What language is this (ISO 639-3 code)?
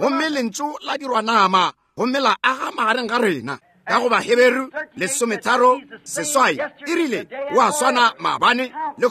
nso